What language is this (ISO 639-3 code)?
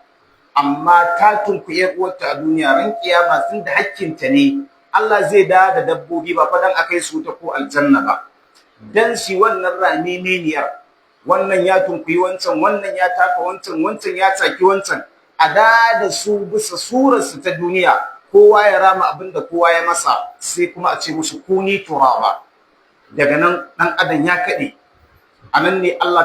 hau